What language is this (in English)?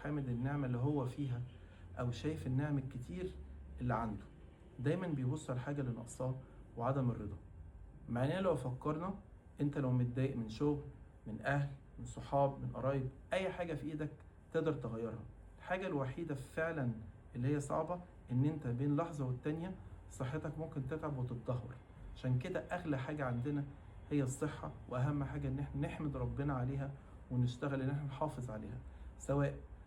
Egyptian Arabic